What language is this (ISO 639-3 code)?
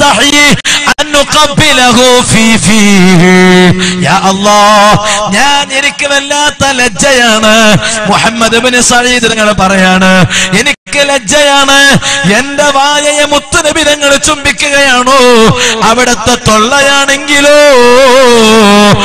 mal